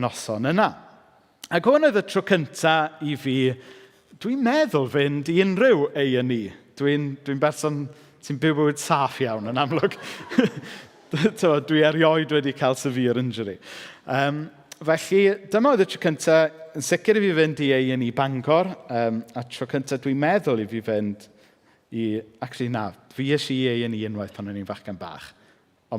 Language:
Welsh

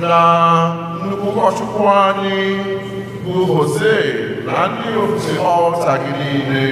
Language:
Igbo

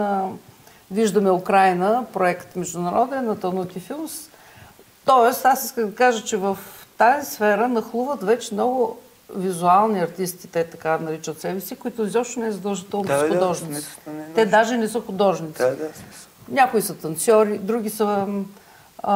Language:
Bulgarian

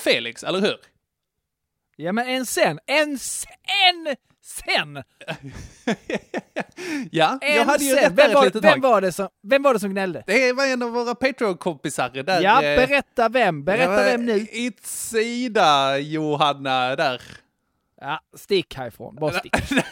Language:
Swedish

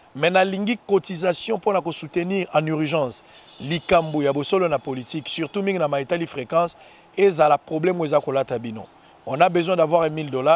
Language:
Lingala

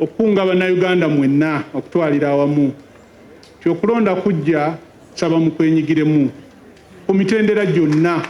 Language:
Ganda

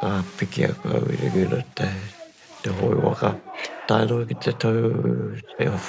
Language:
Māori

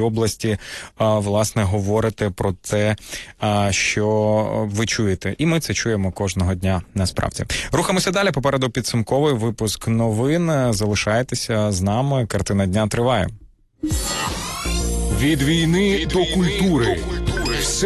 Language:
Ukrainian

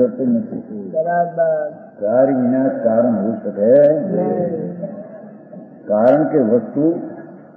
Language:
Gujarati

